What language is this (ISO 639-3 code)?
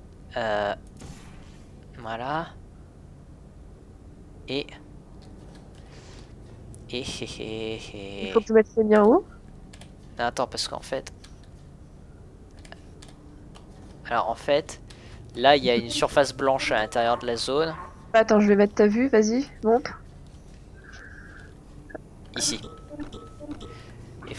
fra